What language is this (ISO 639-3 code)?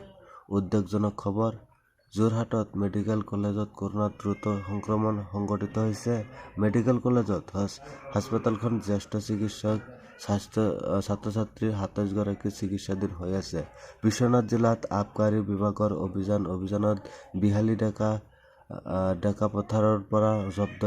asm